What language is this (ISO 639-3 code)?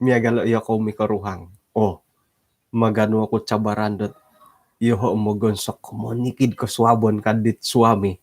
dtp